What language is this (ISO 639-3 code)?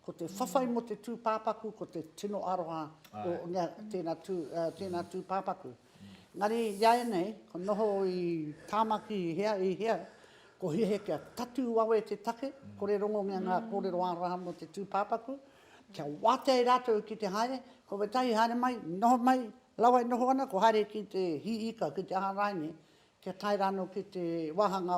mri